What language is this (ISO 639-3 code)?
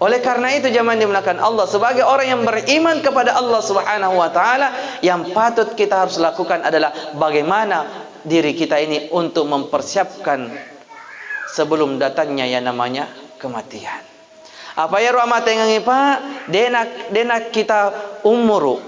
bug